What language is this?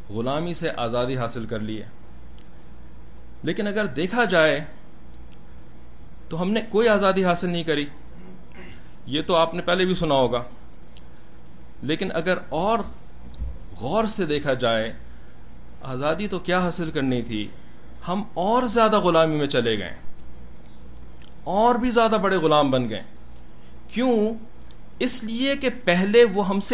Urdu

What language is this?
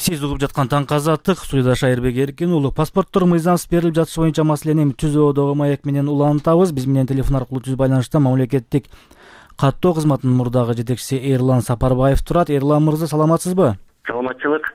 Kyrgyz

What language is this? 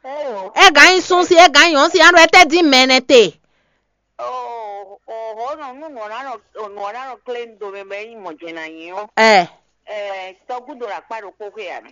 Fon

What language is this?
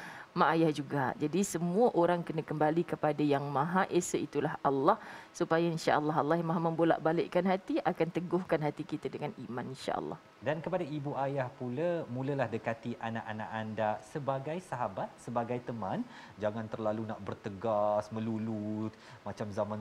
Malay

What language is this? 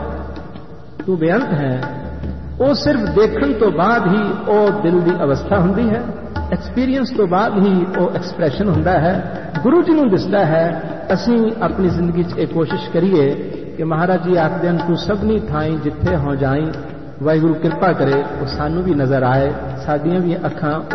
Punjabi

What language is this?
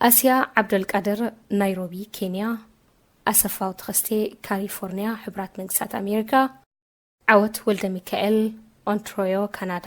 Tigrinya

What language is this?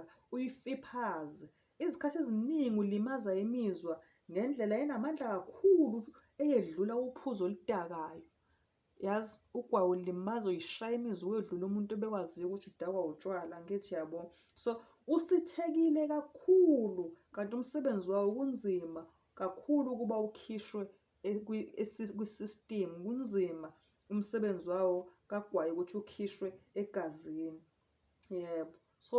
Zulu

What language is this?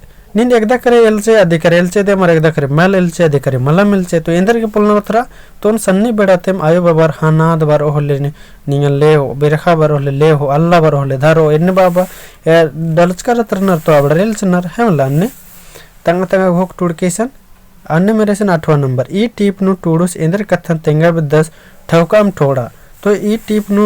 Kurukh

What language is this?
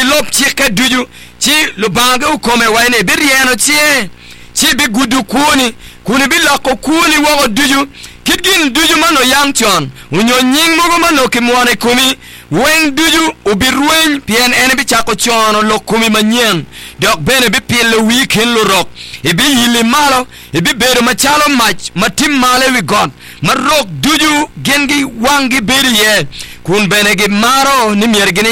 Acoli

